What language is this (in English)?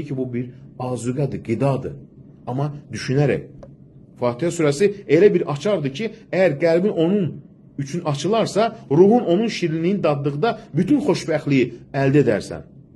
Azerbaijani